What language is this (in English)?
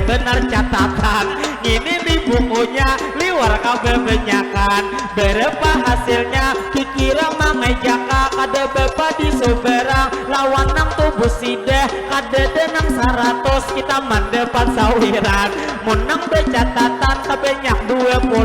Banjar